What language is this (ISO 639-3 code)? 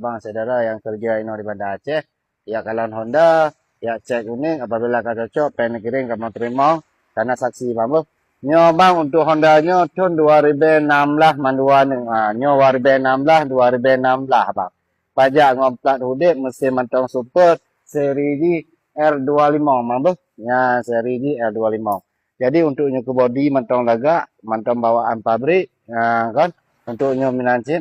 ace